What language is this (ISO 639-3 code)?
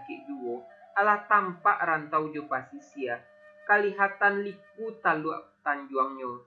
min